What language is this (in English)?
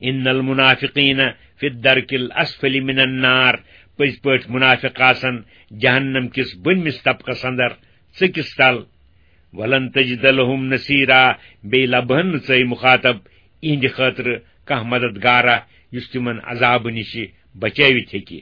Kashmiri